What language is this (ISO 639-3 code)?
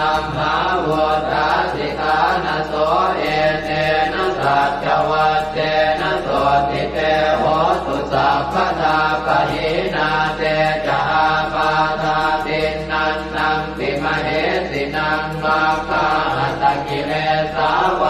pli